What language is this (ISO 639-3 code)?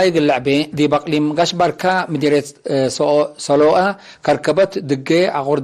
tig